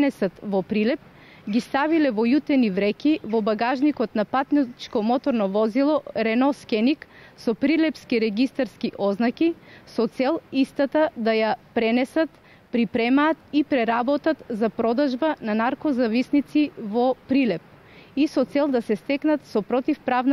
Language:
Macedonian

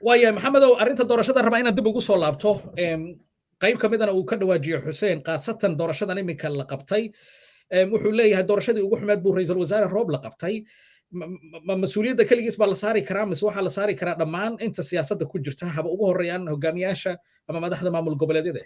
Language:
Somali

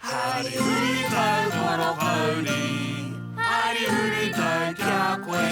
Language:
Māori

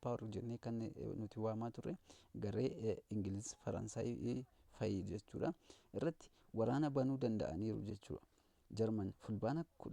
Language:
Oromo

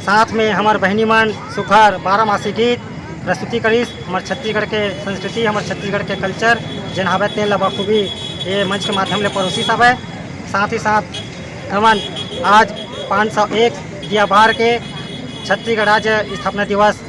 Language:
Chhattisgarhi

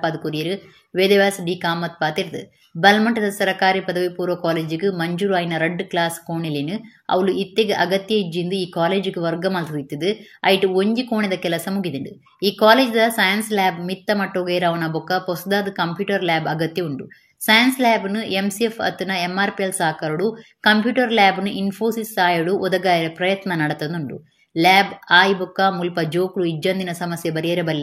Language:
Tulu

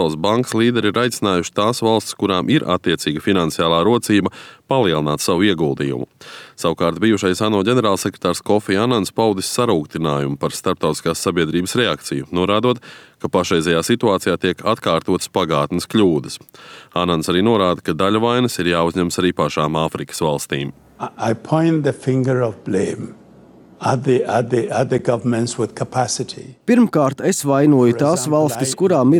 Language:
Latvian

